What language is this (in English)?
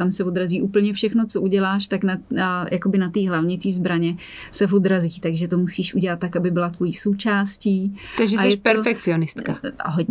Czech